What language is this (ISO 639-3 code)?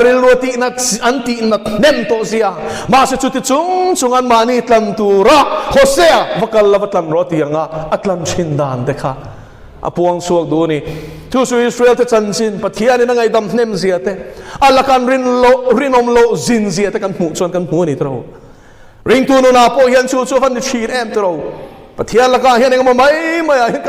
lus